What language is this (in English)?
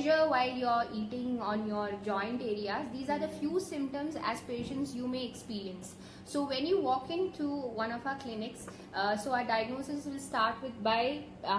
English